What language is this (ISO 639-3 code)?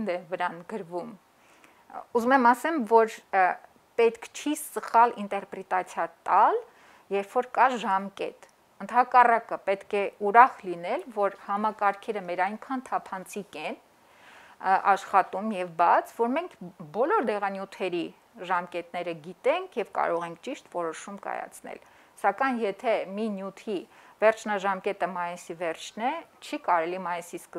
hye